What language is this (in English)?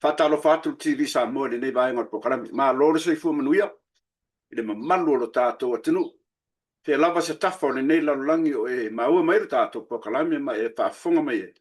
Samoan